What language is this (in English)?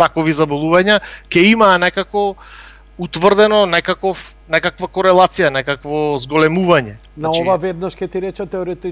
Macedonian